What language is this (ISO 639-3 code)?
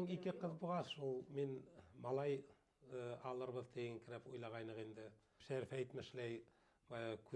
bak